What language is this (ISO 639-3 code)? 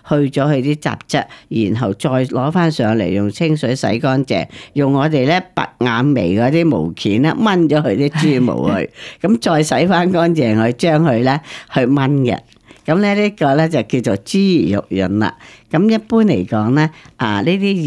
yue